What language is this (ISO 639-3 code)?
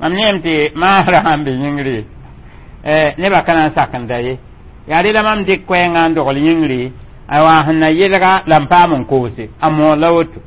mos